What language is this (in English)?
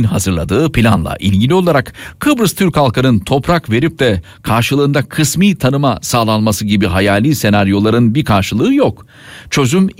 Turkish